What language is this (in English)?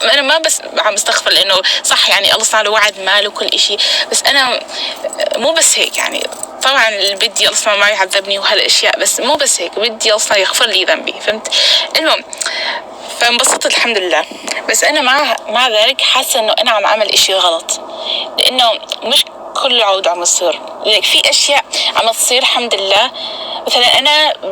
North Levantine Arabic